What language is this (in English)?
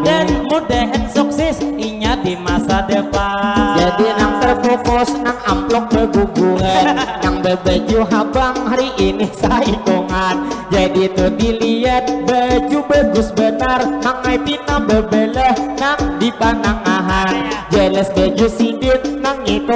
Banjar